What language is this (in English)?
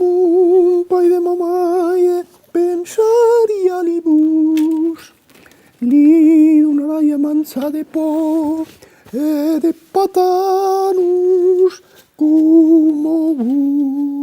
Occitan